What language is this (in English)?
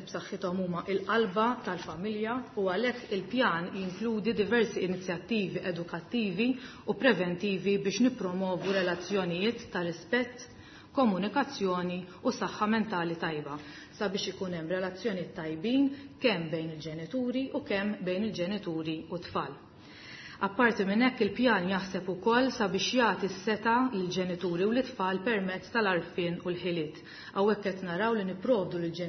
Maltese